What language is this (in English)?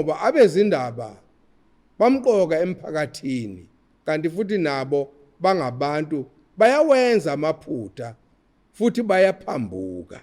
Zulu